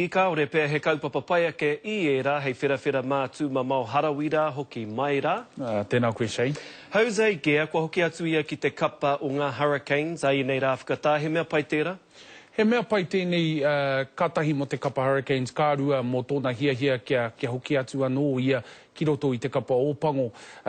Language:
Māori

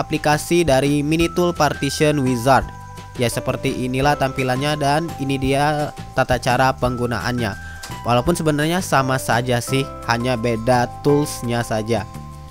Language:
Indonesian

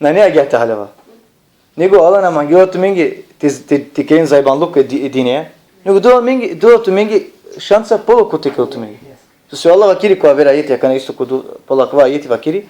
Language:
Balkan Romani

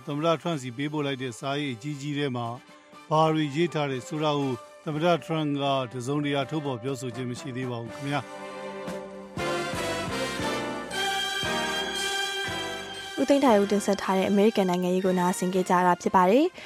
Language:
Burmese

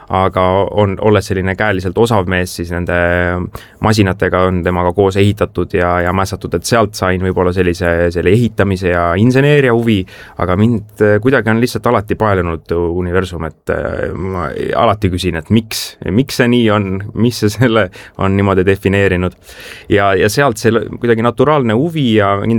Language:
Estonian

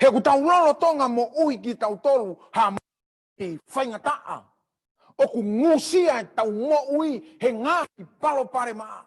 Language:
Tongan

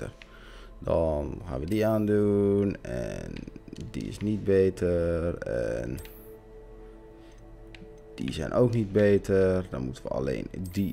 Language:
Dutch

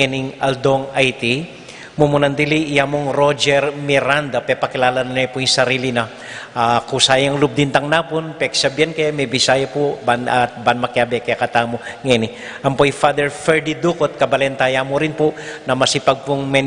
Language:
Pampanga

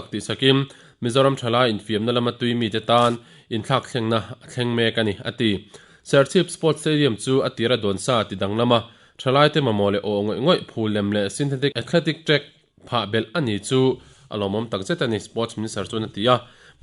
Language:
Mizo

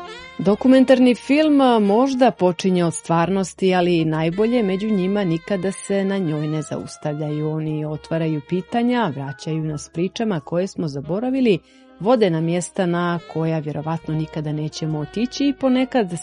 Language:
Serbian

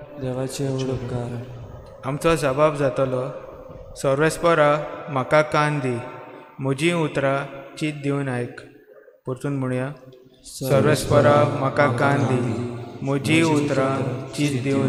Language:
Konkani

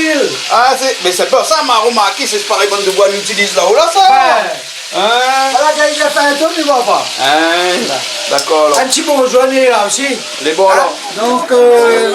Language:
Réunion Creole French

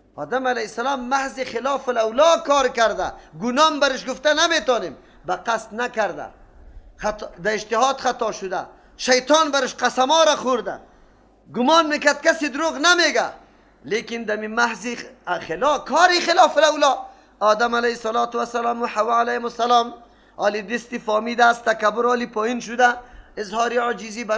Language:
Persian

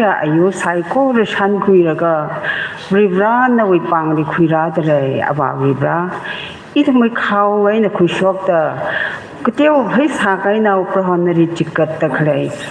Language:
Tangkhul Naga (India)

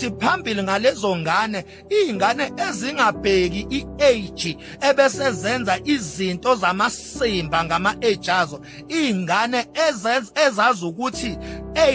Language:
Zulu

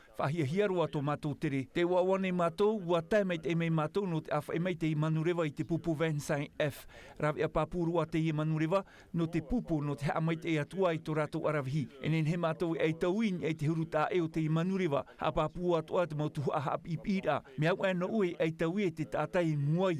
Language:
Tahitian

